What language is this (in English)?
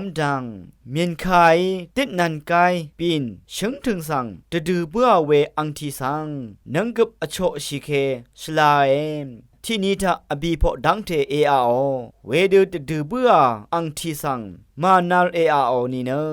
Rawang